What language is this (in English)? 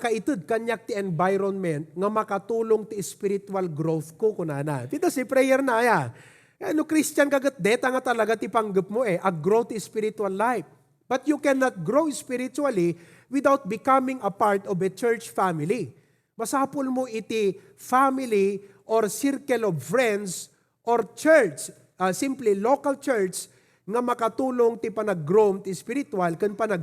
Iloko